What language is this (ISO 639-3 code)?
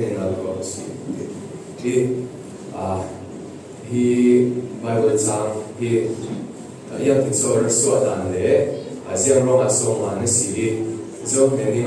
cfm